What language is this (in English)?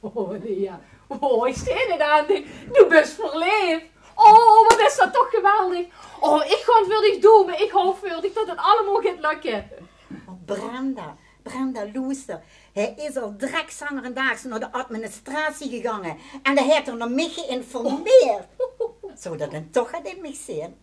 Limburgish